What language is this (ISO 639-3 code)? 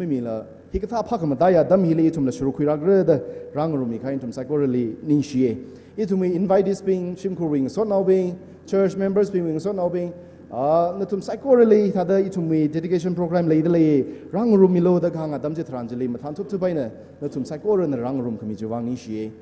nmf